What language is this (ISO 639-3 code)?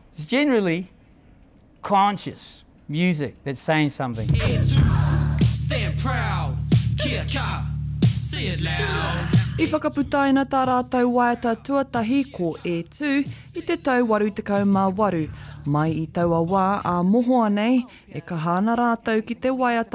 mri